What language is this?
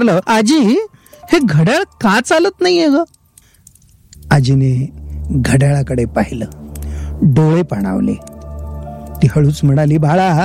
Marathi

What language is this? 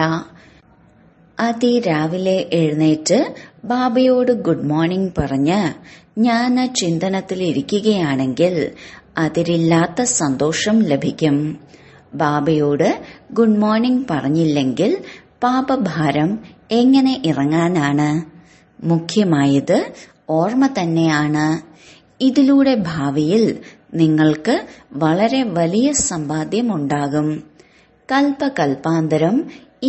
Malayalam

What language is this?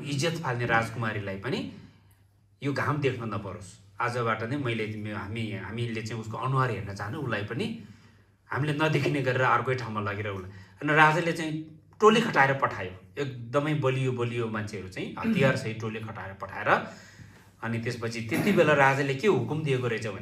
Nepali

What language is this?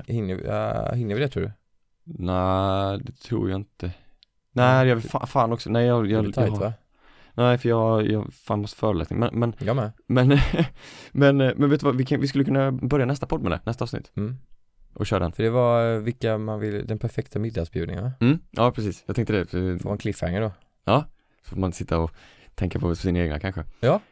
Swedish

